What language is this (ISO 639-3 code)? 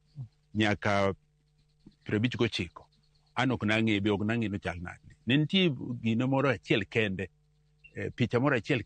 luo